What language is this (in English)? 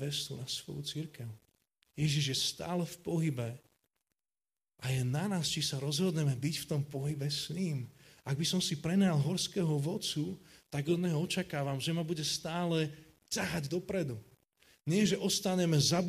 Slovak